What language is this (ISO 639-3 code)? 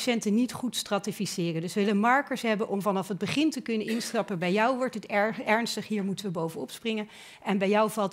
nld